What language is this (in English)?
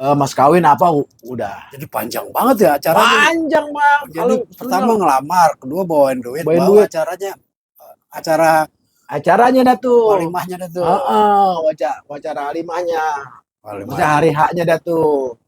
Betawi